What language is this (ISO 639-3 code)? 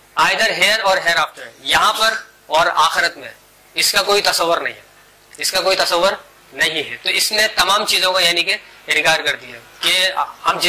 urd